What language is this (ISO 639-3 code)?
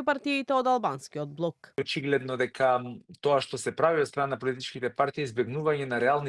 mkd